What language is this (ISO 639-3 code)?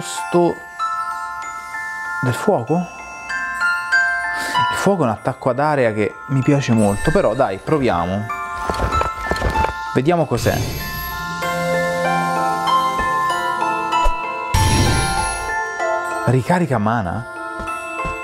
ita